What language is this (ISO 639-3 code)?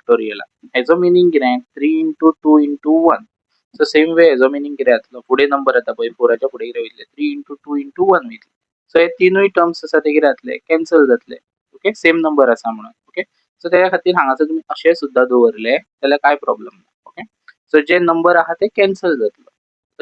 kok